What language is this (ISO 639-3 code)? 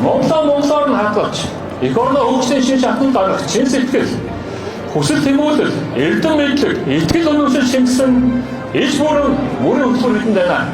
mon